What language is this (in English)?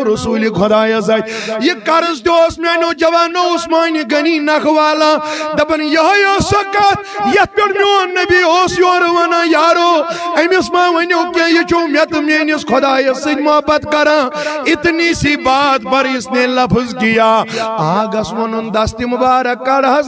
Kashmiri